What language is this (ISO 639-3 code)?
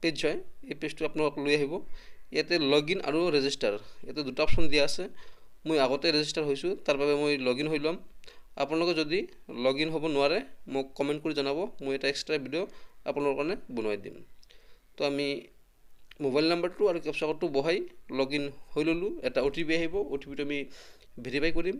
asm